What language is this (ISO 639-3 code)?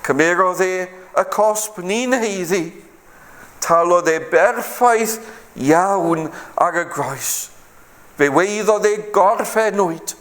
cym